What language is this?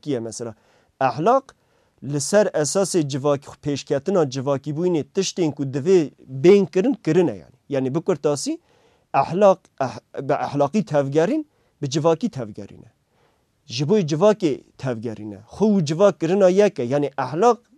Kurdish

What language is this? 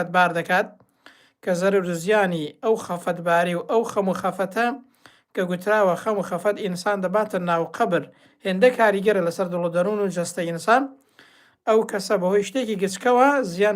Central Kurdish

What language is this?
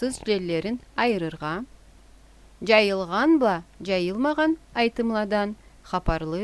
Karachay-Balkar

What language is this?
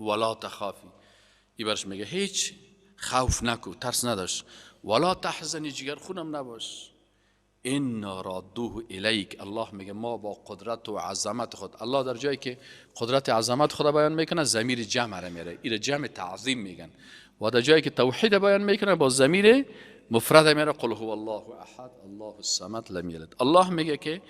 Persian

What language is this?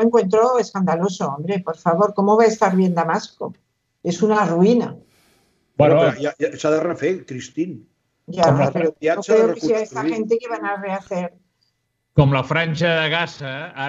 Catalan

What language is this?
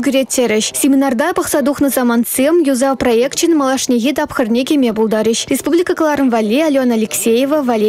Chuvash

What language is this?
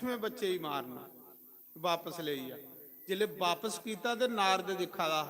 Dogri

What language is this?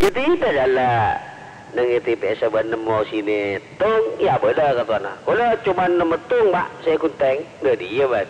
Madurese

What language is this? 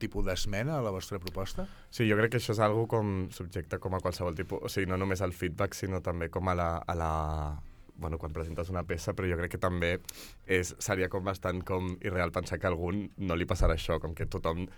Catalan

